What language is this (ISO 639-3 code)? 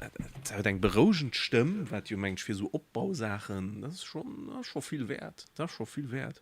ltz